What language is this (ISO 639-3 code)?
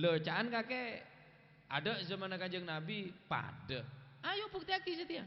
mad